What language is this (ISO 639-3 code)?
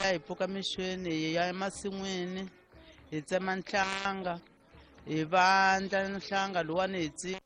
tso